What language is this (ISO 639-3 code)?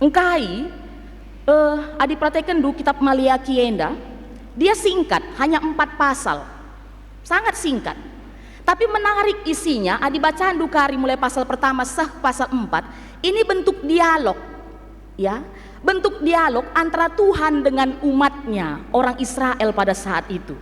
btx